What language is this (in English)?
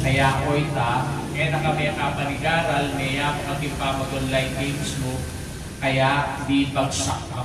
Pampanga